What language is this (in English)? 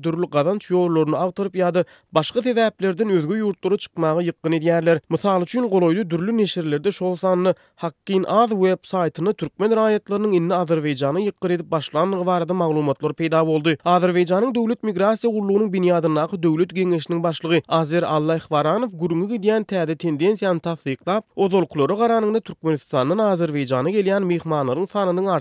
Turkmen